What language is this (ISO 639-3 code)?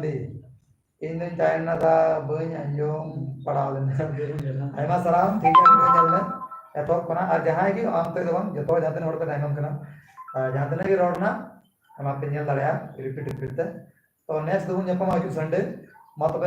sat